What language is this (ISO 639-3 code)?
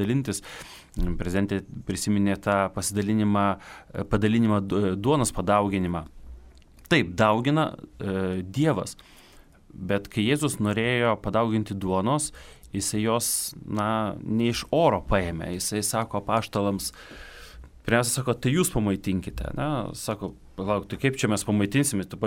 lit